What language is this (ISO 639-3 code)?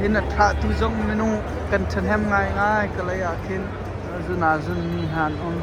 cnh